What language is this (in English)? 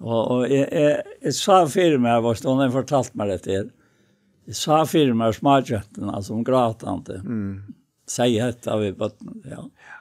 Faroese